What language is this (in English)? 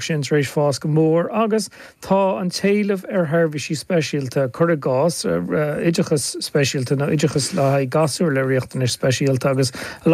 Irish